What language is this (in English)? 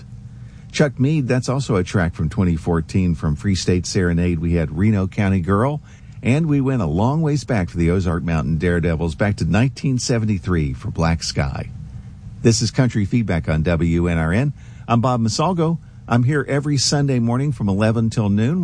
English